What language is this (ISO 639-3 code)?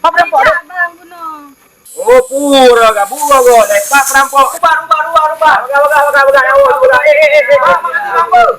ace